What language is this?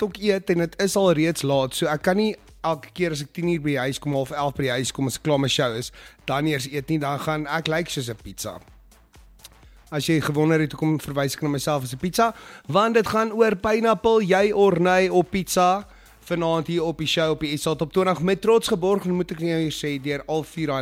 Afrikaans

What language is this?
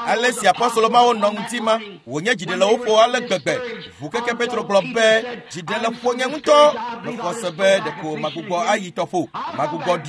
Ewe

